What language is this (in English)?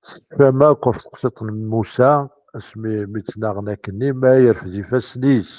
Kabyle